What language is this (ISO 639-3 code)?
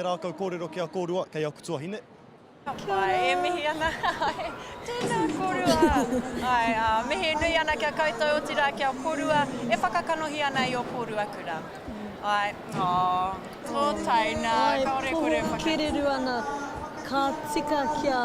mri